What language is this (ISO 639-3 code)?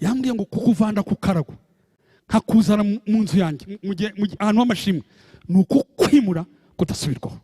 kin